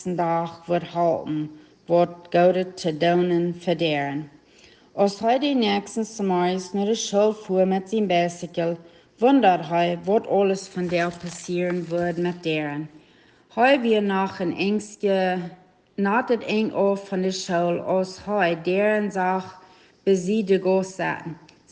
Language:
Plautdietsch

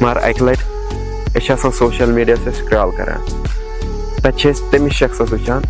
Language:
Kashmiri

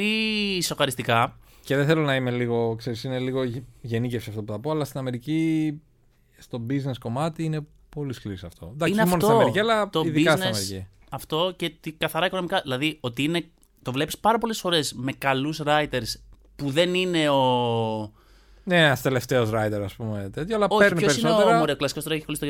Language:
Greek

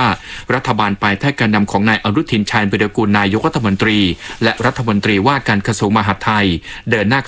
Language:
Thai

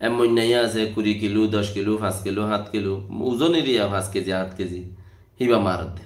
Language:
Rohingya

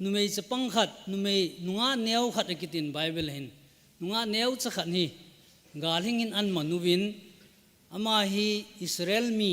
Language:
Thado Chin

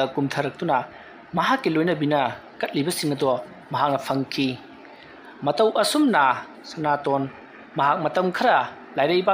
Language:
Manipuri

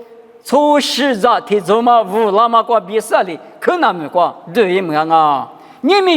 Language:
Lisu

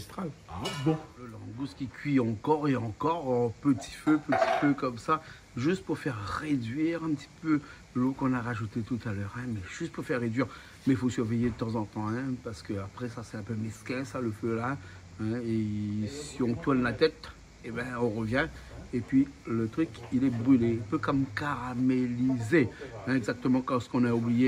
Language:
Réunion Creole French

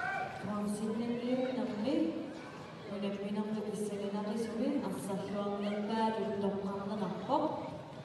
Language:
Kalaallisut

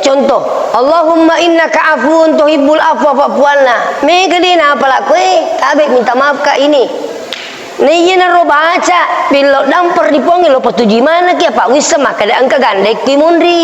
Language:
Buginese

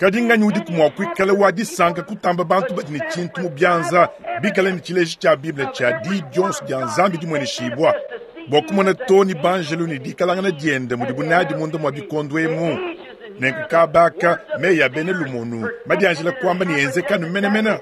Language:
Luba-Lulua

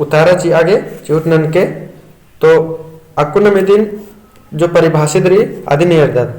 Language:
Kurukh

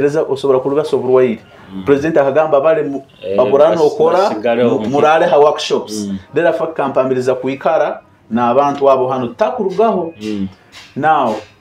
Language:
Nyoro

